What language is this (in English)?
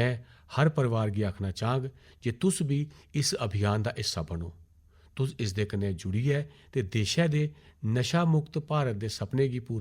Dogri